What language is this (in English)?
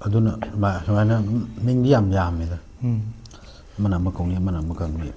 Manipuri